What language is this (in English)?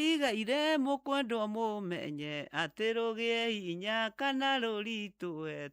Kikuyu